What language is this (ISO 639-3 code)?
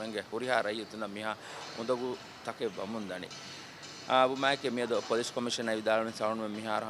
div